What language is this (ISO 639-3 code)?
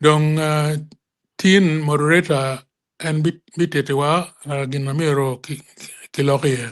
ach